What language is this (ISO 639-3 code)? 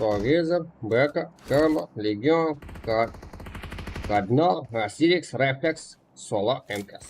kaa